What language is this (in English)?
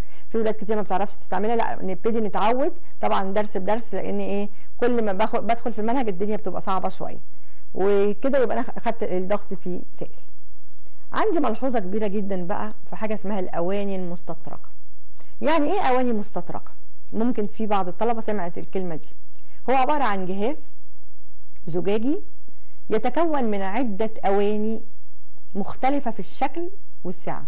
Egyptian Arabic